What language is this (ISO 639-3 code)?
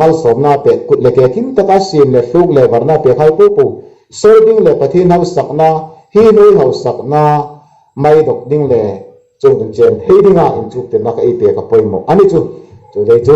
hmr